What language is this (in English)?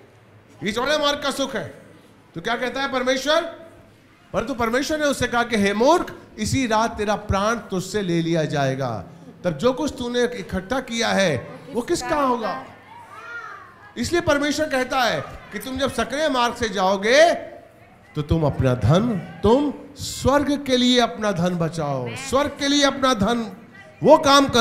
Hindi